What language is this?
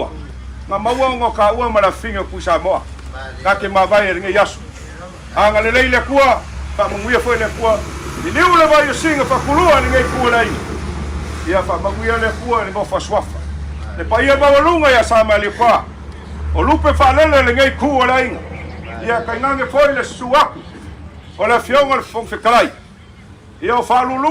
Samoan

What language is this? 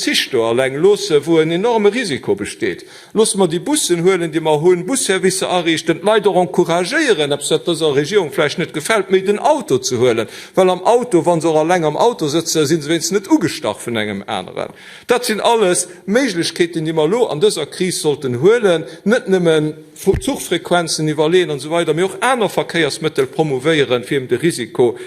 Luxembourgish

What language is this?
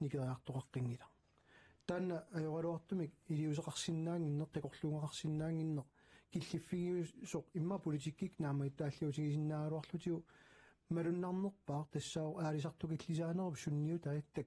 Kalaallisut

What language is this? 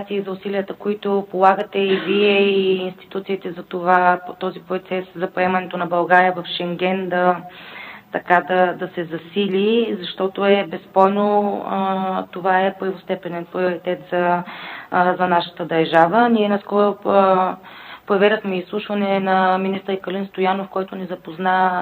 Bulgarian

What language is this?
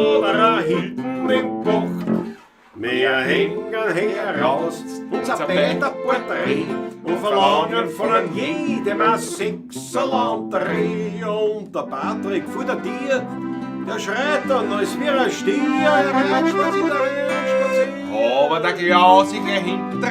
Bavarian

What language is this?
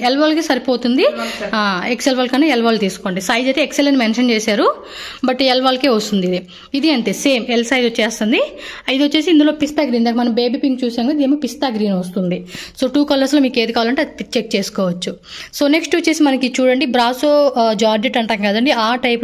Telugu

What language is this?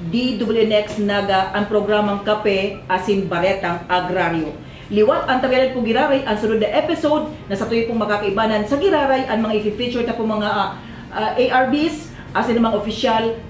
Bikol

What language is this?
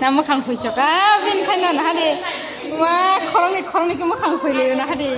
Kok Borok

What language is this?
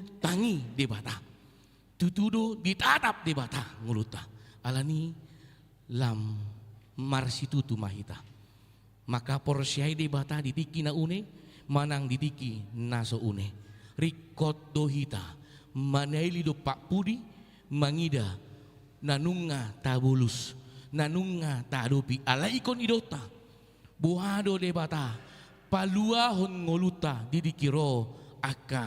Batak Toba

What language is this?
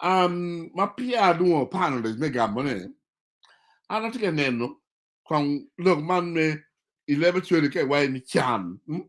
Acoli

